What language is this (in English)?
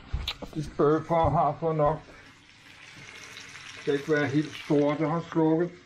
Danish